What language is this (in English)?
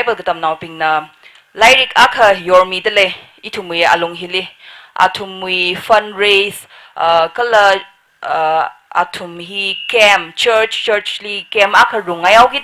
Tangkhul Naga (India)